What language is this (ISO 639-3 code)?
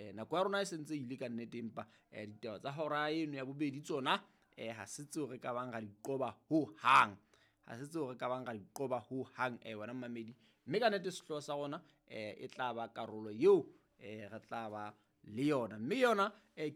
sot